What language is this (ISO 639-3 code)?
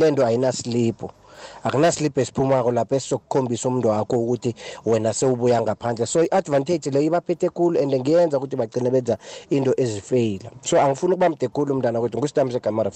nbl